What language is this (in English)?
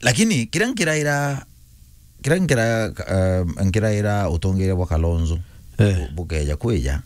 Meru